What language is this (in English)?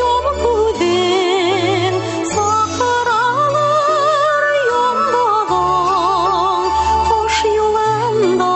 Bashkir